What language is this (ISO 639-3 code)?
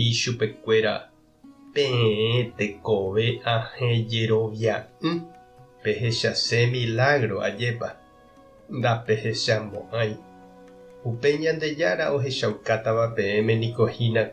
grn